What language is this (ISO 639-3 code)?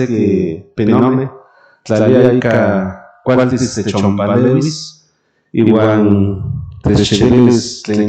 nhn